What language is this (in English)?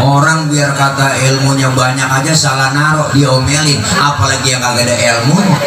Betawi